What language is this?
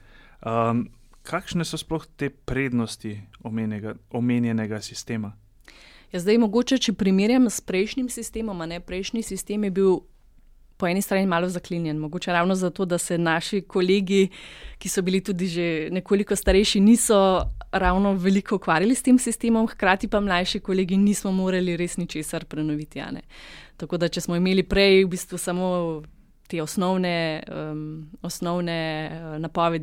Slovenian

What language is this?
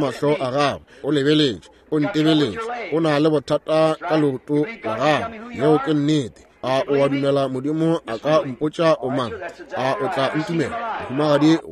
Northern Sotho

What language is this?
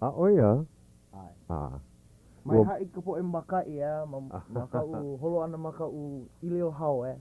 Hawaiian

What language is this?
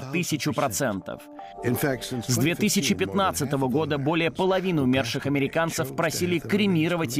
Russian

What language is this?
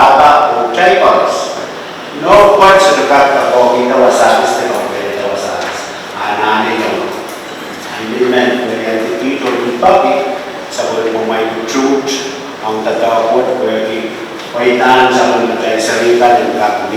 Pohnpeian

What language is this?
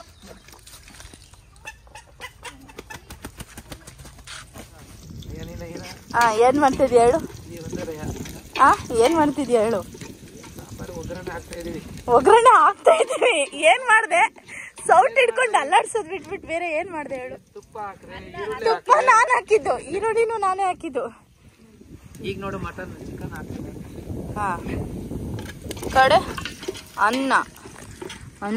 Kannada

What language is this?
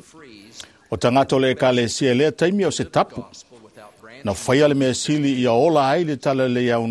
Samoan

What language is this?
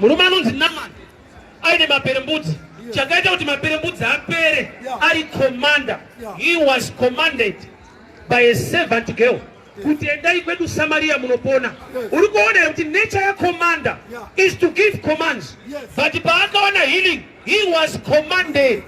Shona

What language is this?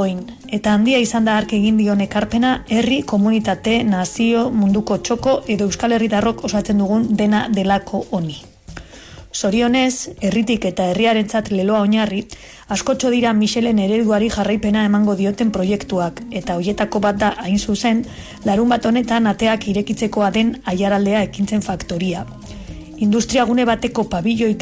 Basque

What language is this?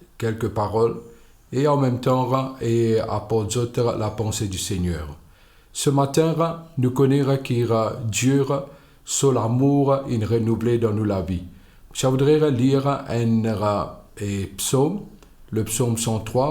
Morisyen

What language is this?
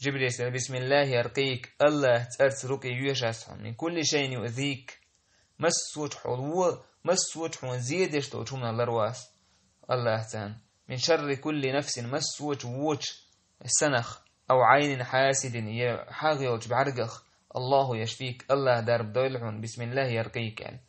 Chechen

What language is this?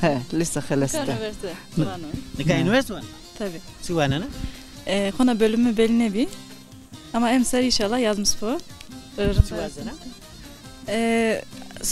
Zaza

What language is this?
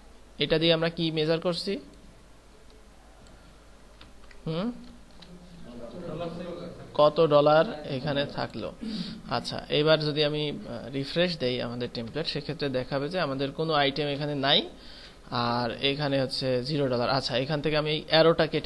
Bangla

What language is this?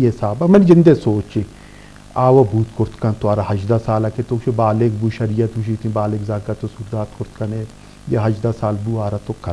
Eastern Balochi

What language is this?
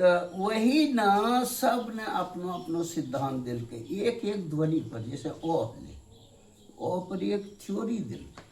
Angika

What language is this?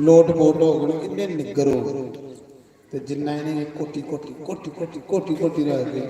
Dogri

